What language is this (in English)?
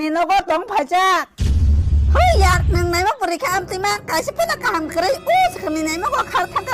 Kok Borok